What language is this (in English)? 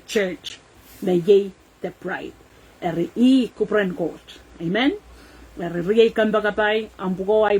Pohnpeian